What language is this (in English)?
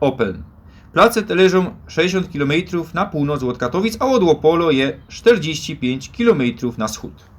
Silesian